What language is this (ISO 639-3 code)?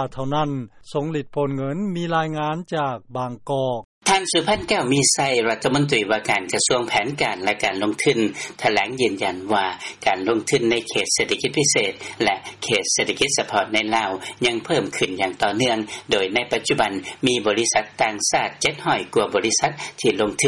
lao